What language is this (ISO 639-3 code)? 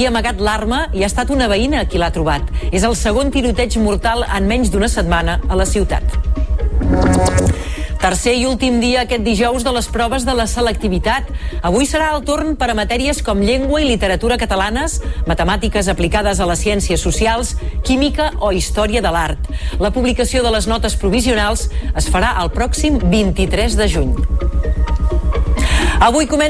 cat